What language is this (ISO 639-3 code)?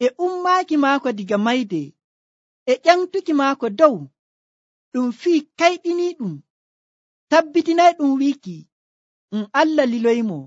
fuv